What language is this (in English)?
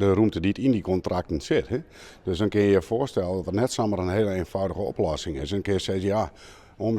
Western Frisian